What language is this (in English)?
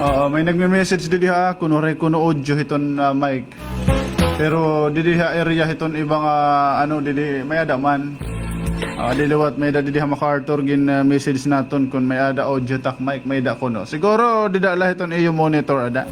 Waray